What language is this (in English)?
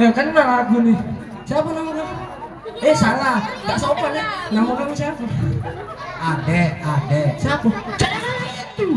Musi